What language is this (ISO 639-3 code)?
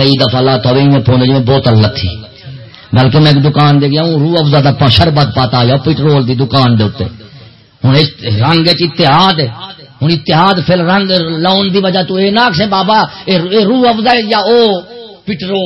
skr